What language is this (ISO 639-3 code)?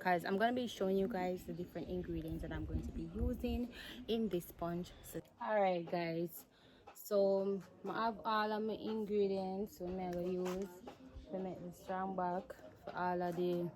jam